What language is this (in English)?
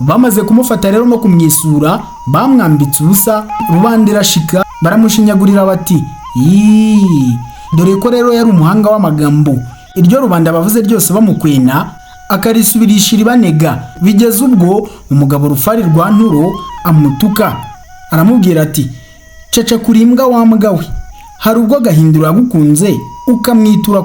Kinyarwanda